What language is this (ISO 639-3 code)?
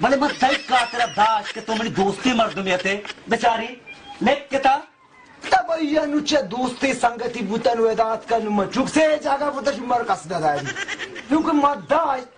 bal